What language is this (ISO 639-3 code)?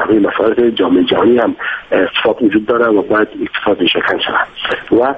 fas